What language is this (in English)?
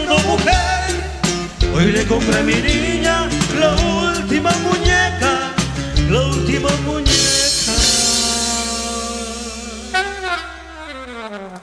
Spanish